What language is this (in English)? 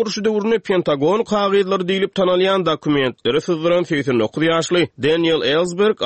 Turkmen